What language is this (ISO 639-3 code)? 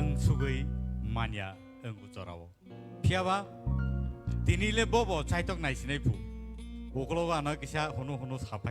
trp